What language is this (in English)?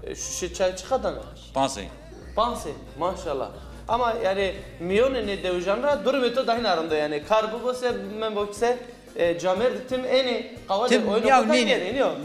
Zaza